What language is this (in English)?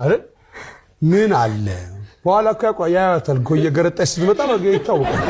Amharic